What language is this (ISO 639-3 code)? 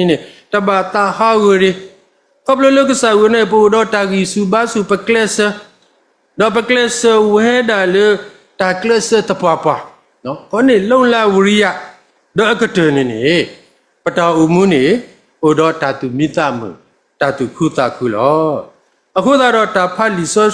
ksw